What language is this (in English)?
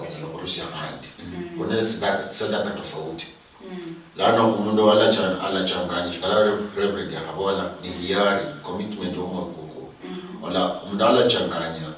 Luyia